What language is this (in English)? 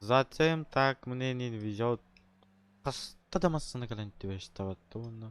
Yakut